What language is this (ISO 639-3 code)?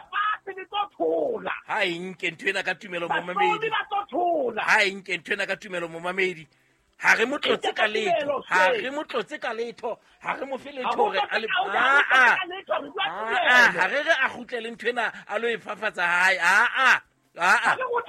sot